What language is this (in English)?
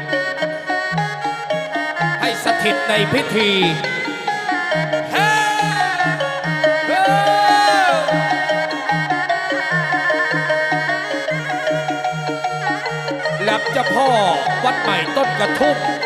Thai